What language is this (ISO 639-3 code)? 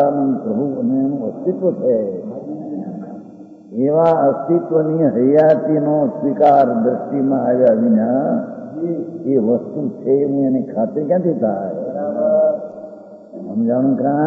guj